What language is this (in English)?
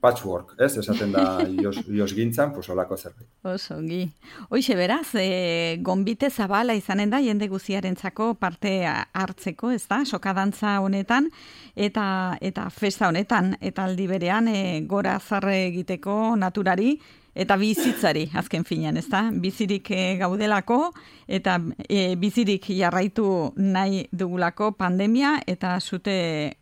Basque